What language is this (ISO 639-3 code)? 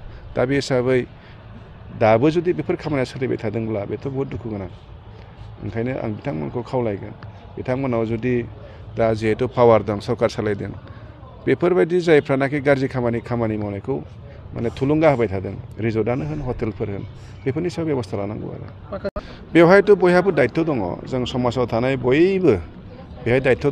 brx